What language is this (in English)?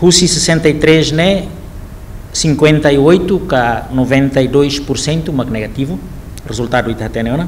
Tetum